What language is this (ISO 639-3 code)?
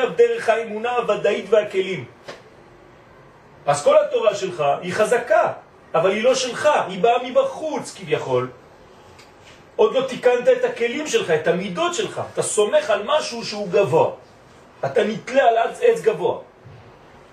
heb